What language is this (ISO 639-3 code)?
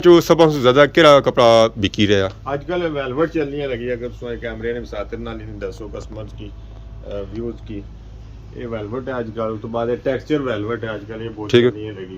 phr